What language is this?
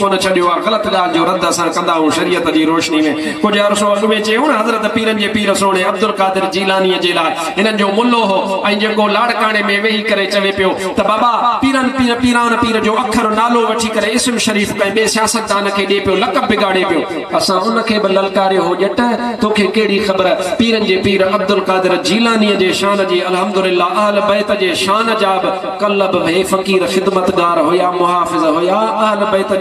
Sindhi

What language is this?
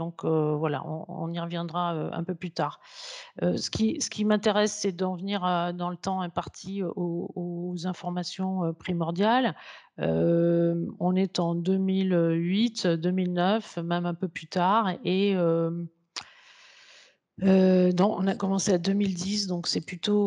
French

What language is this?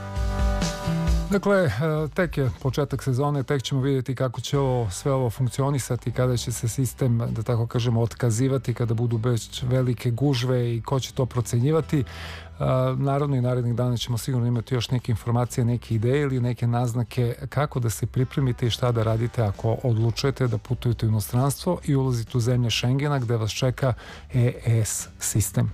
Serbian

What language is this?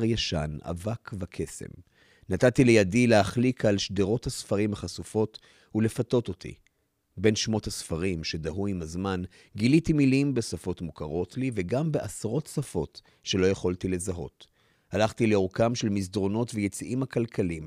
Hebrew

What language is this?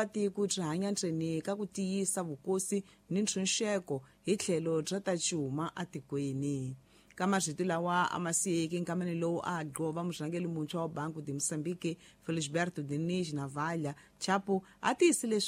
Tsonga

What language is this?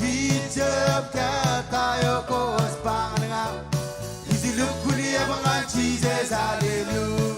Marshallese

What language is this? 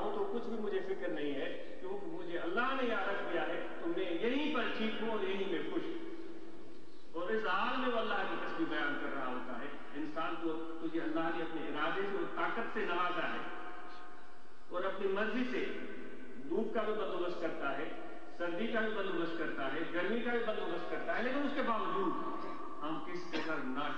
Urdu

